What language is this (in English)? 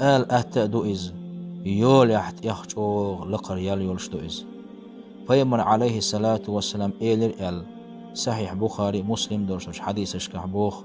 Chechen